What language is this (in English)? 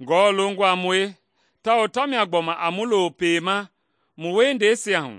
Mende